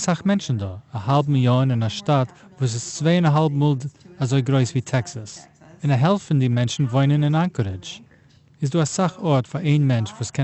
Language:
Yiddish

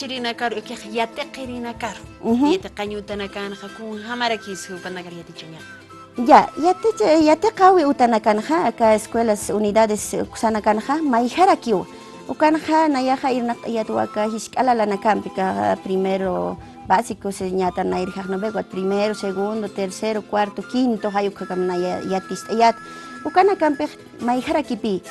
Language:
Aymara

